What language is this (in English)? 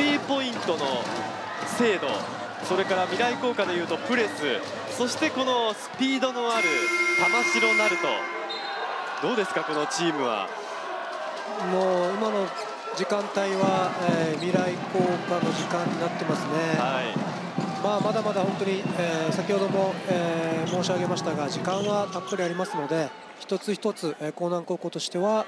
Japanese